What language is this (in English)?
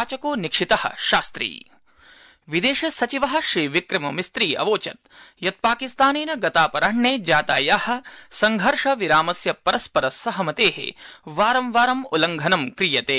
Sanskrit